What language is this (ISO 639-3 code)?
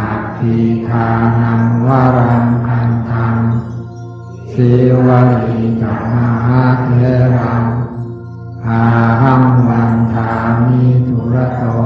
pli